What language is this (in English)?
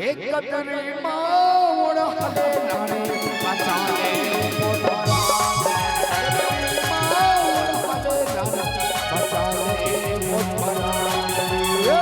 Chhattisgarhi